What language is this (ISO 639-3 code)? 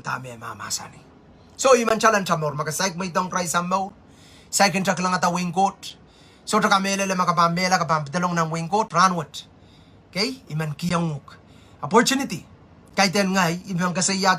pon